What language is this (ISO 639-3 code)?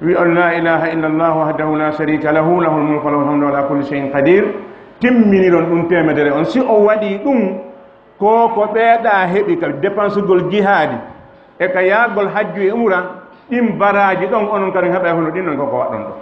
ful